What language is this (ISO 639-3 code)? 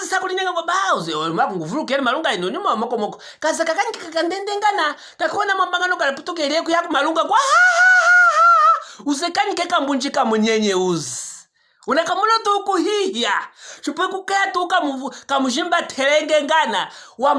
lue